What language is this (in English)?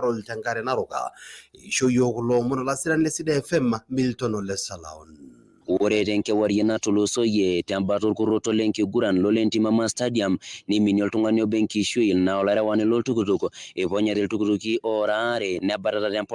Masai